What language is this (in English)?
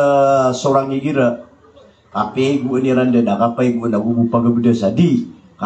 Maranao